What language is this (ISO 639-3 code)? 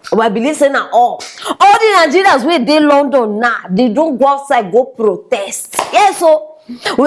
pcm